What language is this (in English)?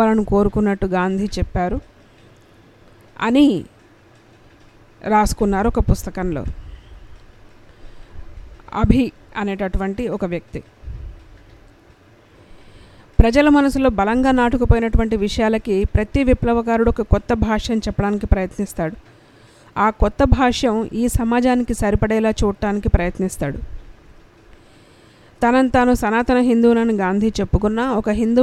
Telugu